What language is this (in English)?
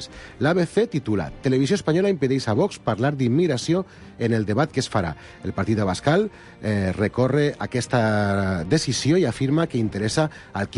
Catalan